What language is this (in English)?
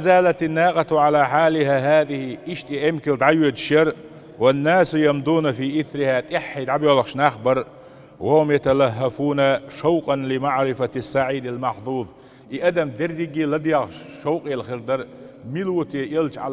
Chechen